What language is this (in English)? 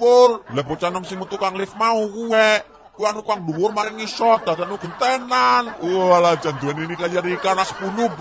Javanese